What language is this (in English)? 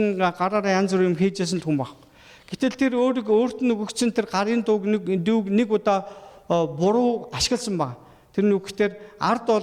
Mongolian